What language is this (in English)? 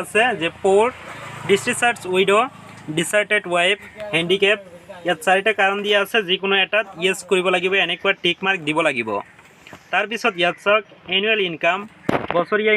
Assamese